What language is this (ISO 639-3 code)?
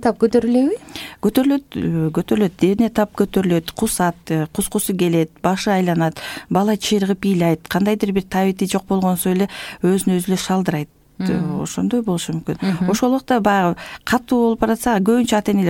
kir